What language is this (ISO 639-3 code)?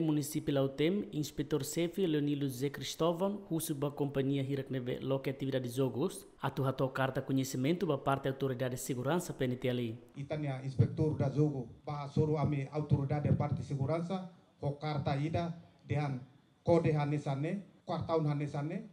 tet